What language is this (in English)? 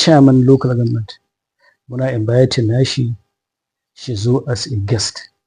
Hausa